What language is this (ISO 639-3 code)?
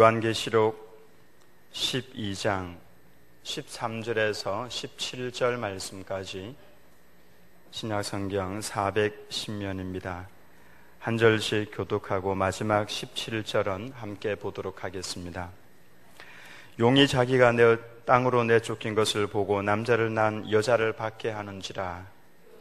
kor